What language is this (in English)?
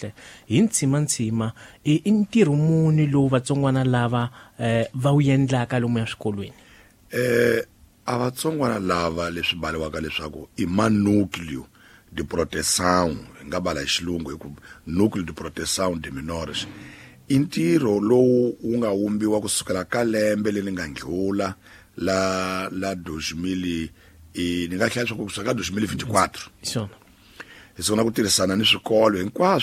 Tsonga